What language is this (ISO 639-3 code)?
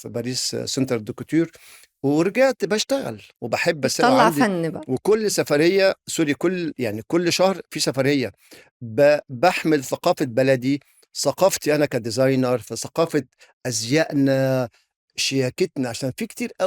arz